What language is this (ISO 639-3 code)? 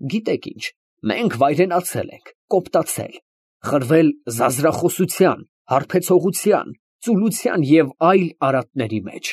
hye